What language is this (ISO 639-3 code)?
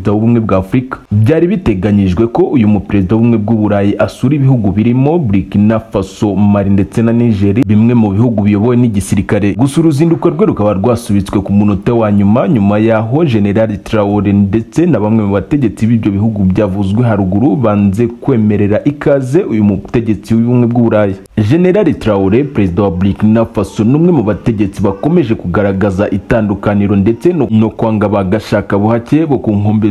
kin